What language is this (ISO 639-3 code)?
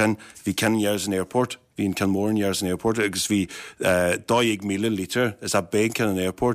gle